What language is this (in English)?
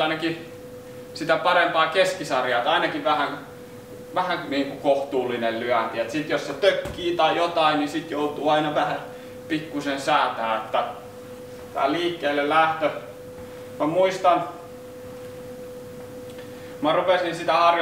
Finnish